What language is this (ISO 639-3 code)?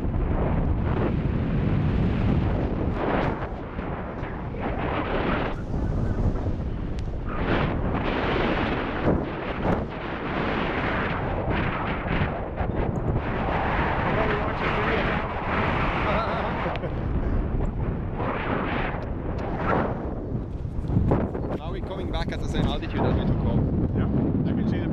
eng